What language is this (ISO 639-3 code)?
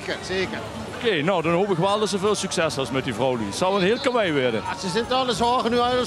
lim